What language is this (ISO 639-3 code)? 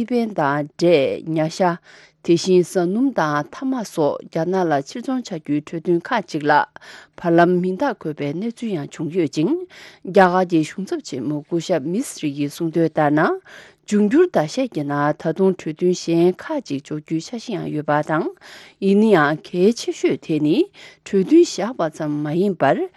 bod